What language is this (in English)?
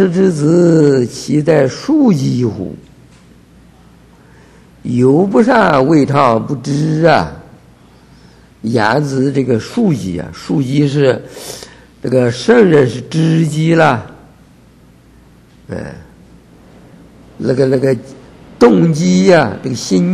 Chinese